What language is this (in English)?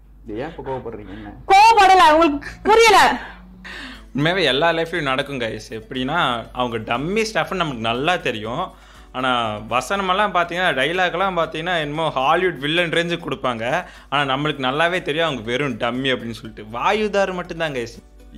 Tamil